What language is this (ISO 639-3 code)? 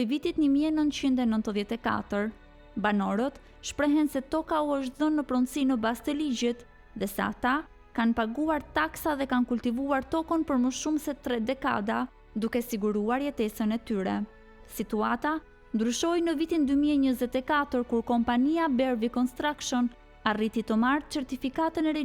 sqi